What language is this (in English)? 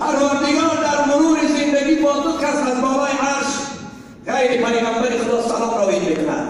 Tajik